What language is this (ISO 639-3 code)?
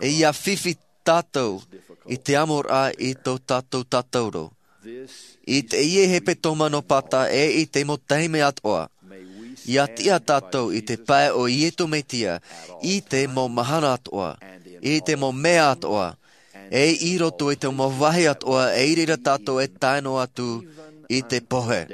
tah